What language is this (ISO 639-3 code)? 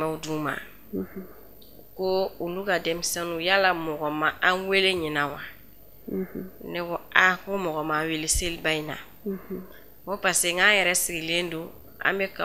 bam